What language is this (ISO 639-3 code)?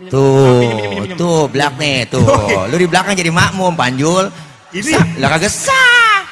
bew